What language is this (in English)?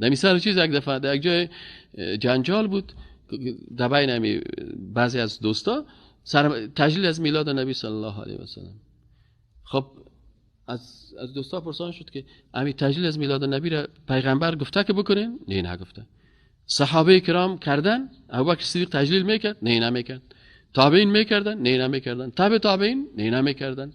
Persian